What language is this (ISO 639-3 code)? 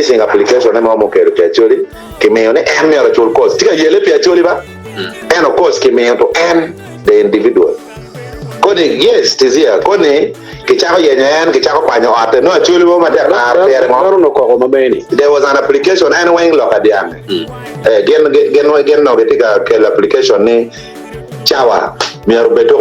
ach